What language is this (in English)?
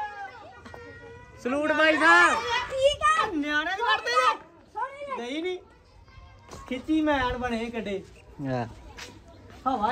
Punjabi